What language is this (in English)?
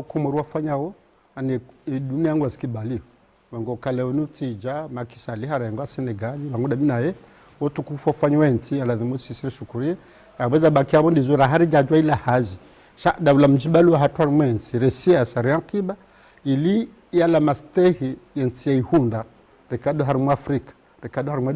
Ngazidja Comorian